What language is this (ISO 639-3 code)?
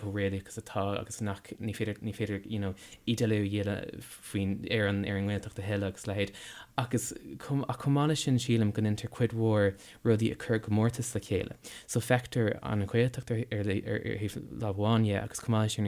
gle